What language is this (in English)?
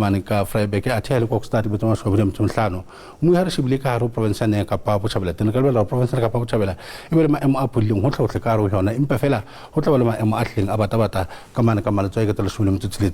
Southern Sotho